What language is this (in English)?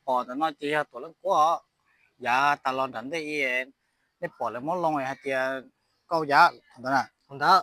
Hmong